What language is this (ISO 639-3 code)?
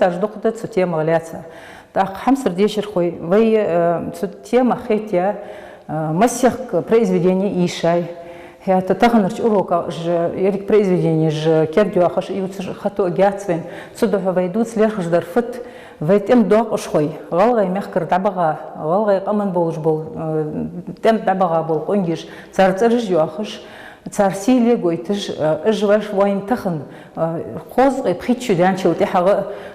inh